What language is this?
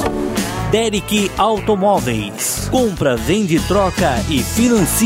Portuguese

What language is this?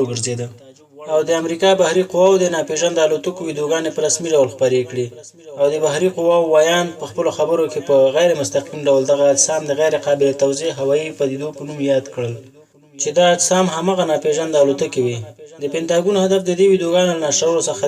Pashto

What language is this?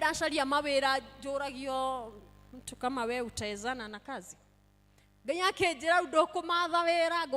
Kikuyu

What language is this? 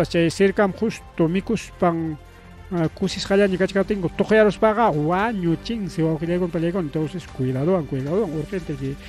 Ayacucho Quechua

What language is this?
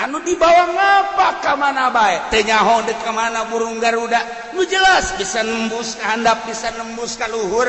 Sundanese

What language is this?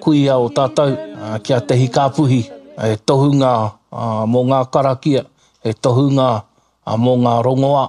Māori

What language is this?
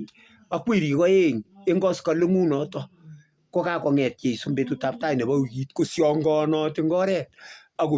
Kalenjin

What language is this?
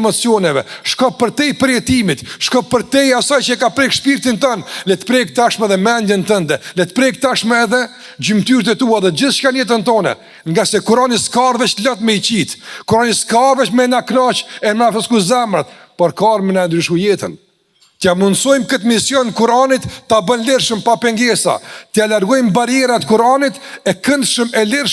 Albanian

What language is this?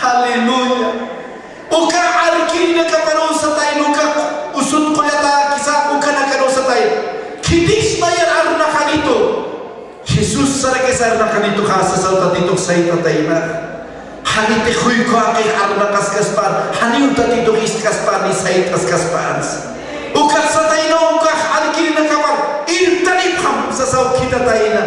Aymara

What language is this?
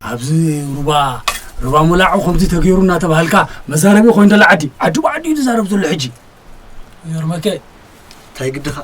Tigrinya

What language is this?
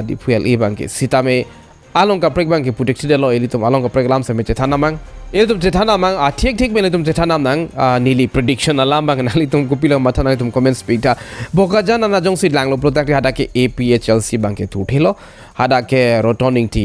Karbi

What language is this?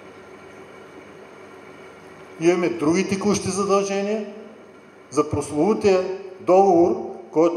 Bulgarian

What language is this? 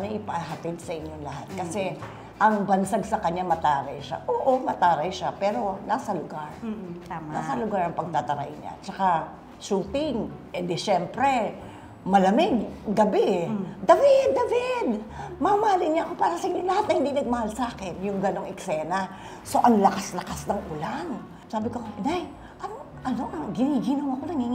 Filipino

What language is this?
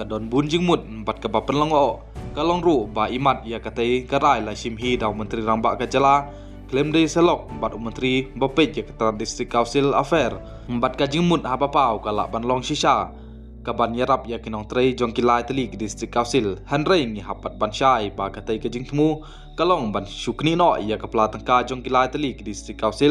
Khasi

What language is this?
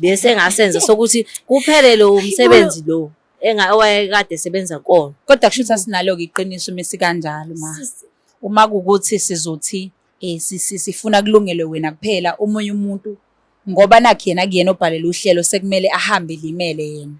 Zulu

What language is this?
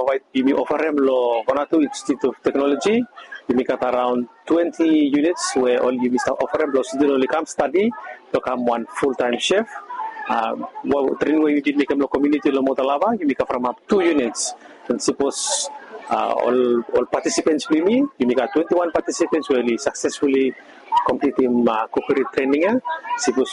Bislama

